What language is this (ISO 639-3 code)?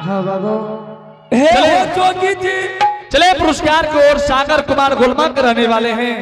anp